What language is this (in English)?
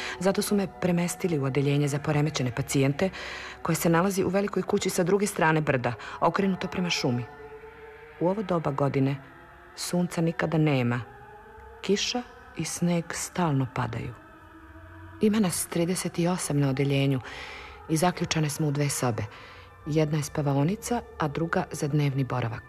Serbian